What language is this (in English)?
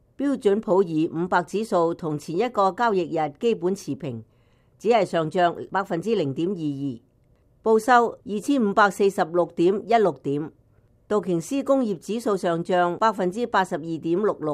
Cantonese